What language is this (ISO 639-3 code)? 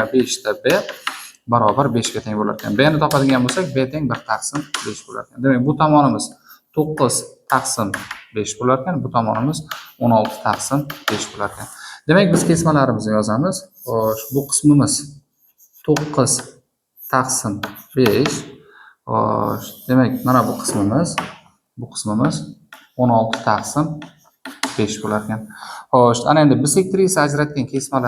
uzb